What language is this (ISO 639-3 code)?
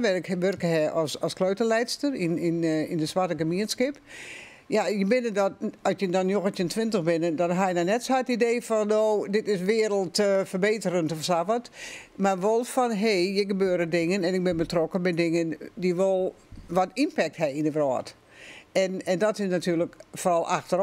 fry